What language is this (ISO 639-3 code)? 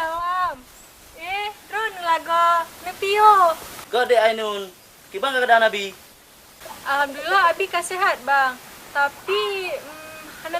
ace